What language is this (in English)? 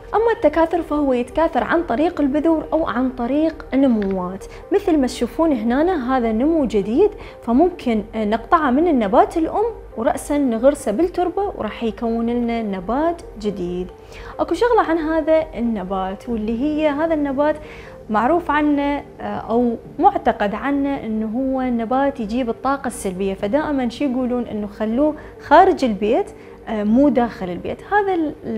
Mesopotamian Arabic